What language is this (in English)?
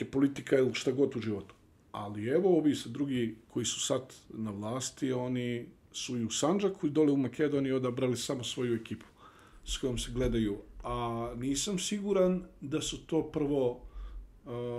Bosnian